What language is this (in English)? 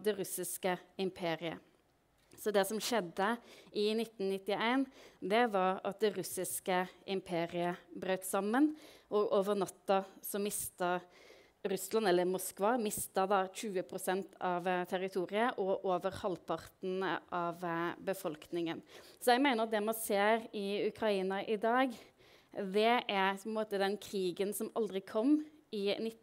Norwegian